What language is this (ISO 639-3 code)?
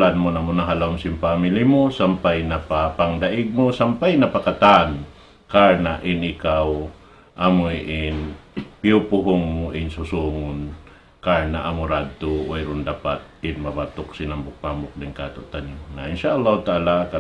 tsg